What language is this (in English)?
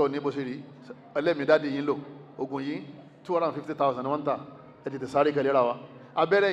Yoruba